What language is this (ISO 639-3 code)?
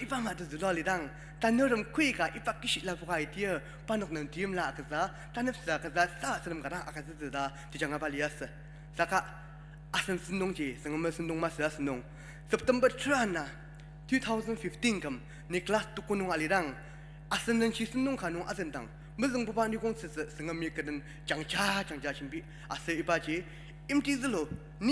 njo